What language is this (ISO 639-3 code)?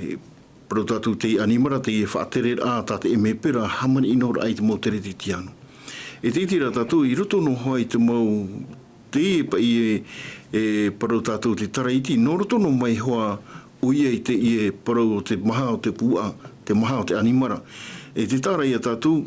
tah